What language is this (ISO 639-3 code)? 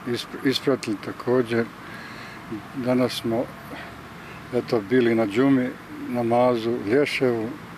bos